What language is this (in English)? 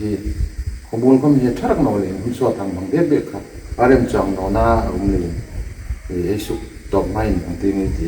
Hmar